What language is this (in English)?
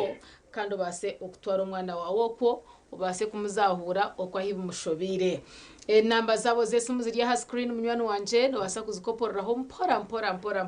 Nyankole